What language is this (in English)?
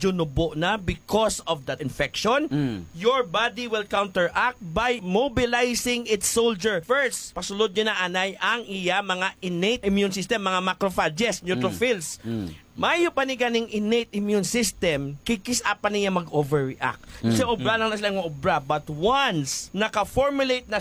Hiligaynon